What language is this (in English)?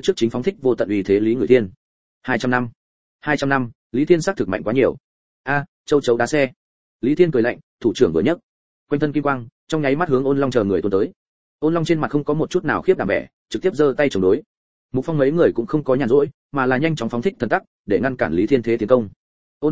Vietnamese